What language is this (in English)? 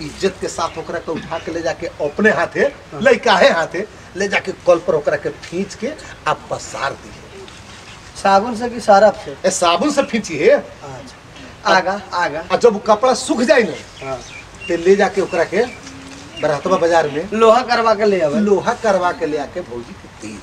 Bhojpuri